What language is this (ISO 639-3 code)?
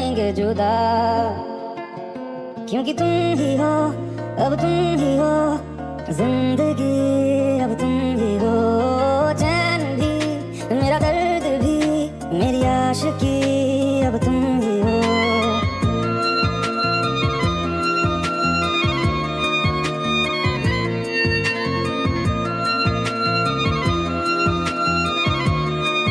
hin